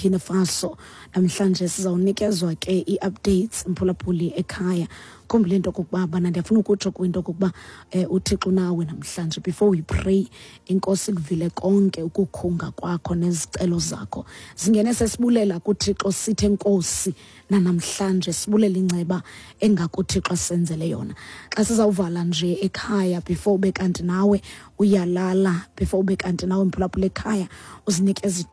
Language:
Xhosa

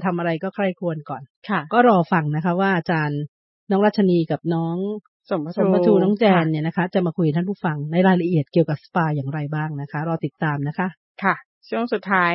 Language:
Thai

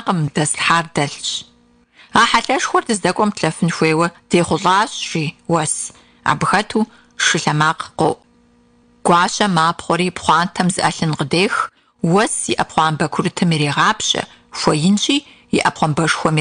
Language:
Kabardian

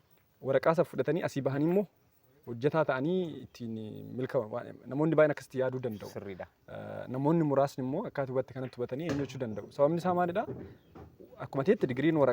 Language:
Oromo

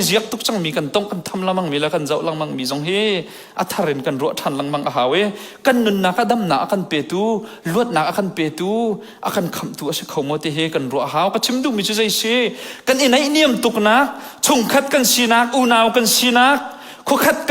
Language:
Hakha Chin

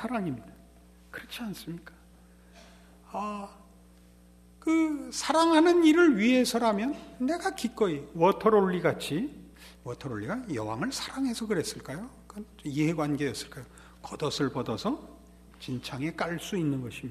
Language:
Korean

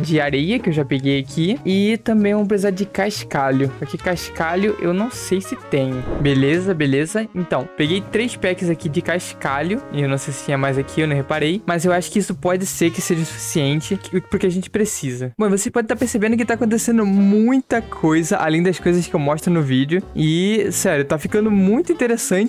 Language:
Portuguese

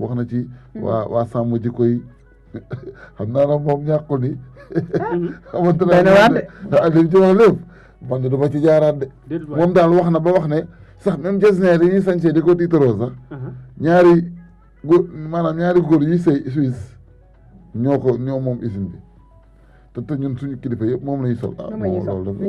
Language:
Wolof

